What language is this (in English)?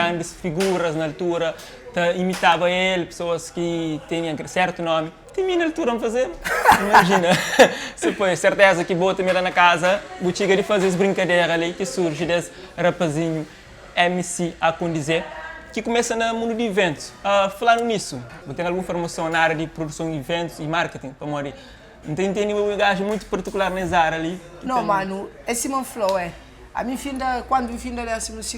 Kabuverdianu